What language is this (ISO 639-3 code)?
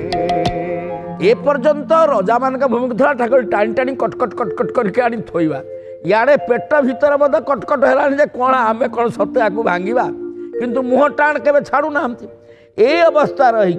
ori